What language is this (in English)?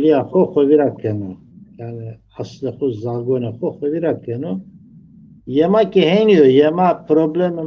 Zaza